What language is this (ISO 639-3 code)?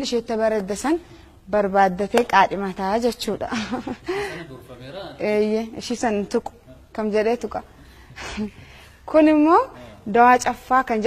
orm